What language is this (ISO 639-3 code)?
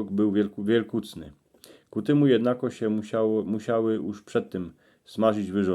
szl